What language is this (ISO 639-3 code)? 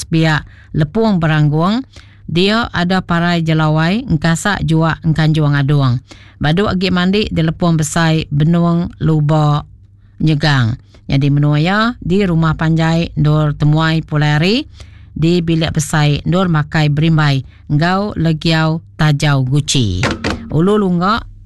iba